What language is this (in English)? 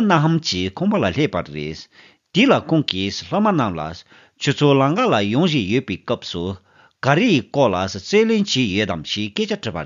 Tibetan